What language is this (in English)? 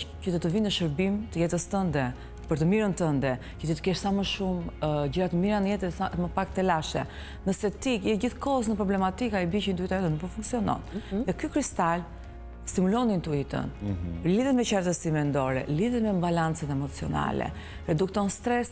Albanian